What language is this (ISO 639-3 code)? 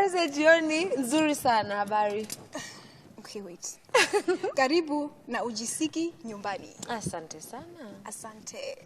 ven